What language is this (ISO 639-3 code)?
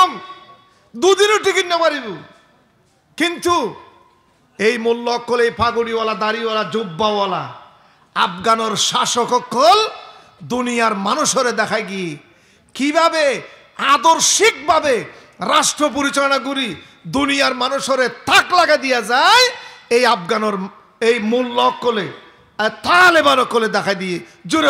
rhg